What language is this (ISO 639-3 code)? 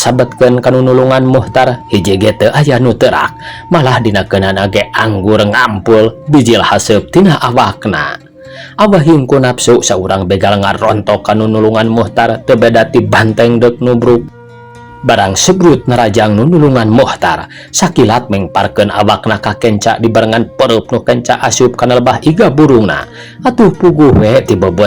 sun